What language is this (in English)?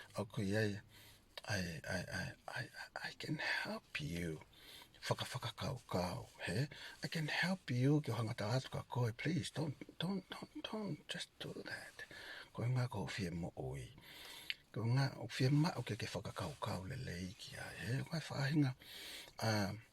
Tongan